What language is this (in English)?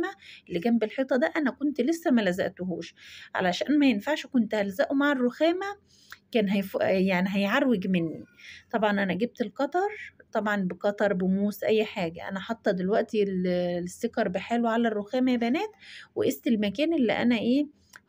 Egyptian Arabic